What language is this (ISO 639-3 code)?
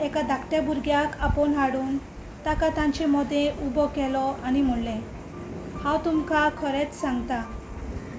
kok